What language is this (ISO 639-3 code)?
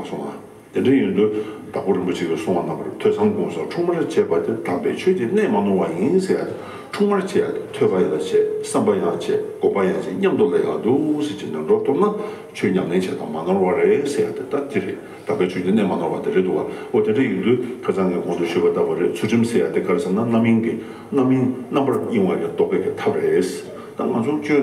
bod